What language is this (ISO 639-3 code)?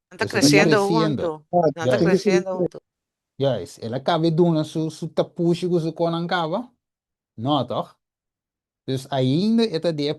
pap